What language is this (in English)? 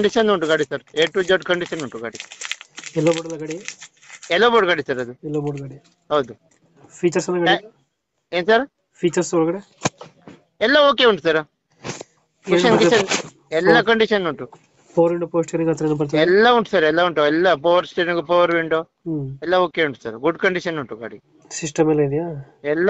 Kannada